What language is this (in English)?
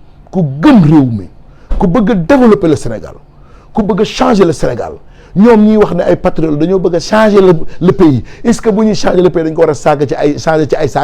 Wolof